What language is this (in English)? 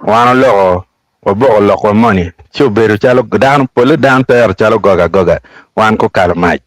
Acoli